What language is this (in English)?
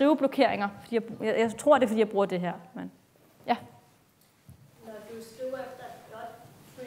Danish